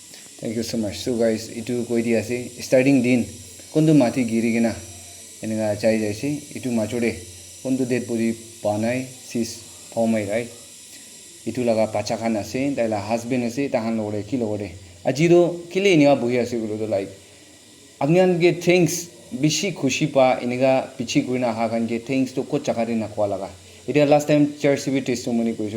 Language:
Naga Pidgin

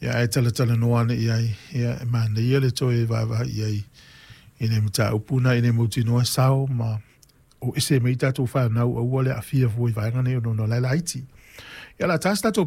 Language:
Samoan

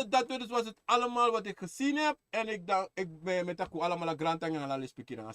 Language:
Sranan Tongo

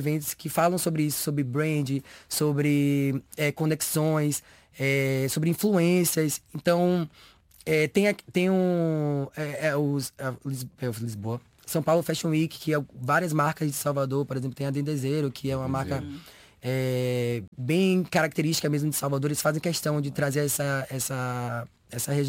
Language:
Portuguese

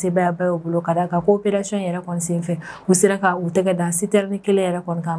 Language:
Bambara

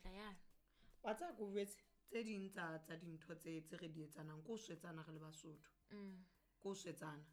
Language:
Southern Sotho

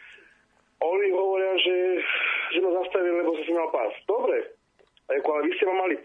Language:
Slovak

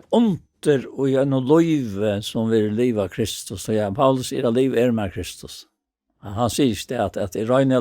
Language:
Faroese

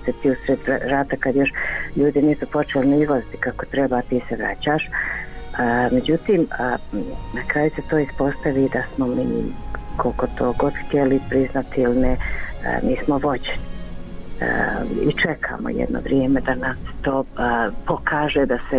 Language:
Croatian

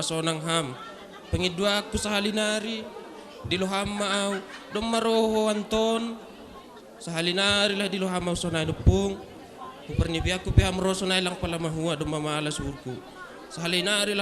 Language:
Batak Simalungun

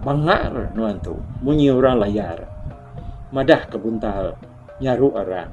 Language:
Iban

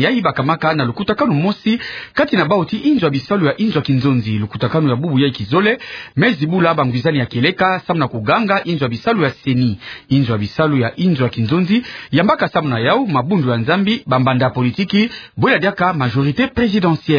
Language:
Kituba (Democratic Republic of Congo)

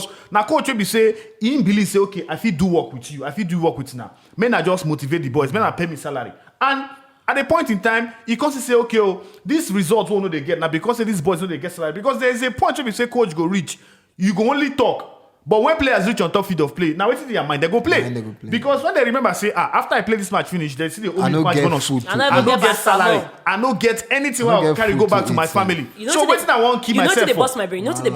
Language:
Nigerian Pidgin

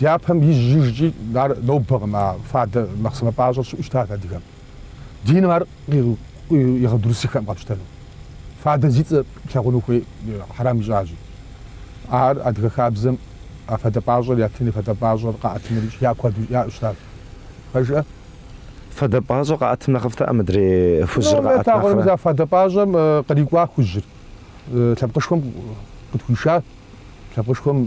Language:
Kabardian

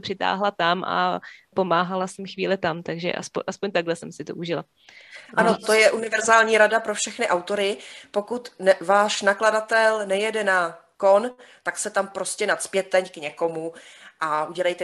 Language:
Czech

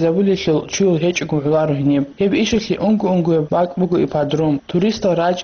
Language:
Avaric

